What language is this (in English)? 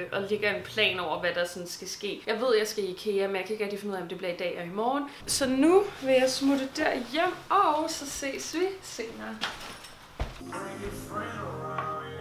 Danish